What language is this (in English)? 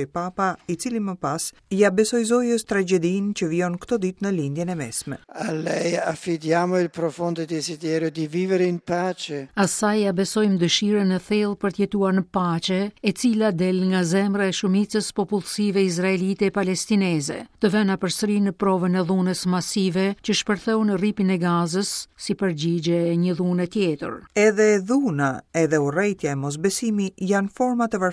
Albanian